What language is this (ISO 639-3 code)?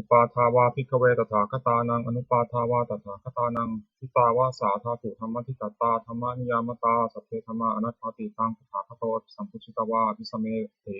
pli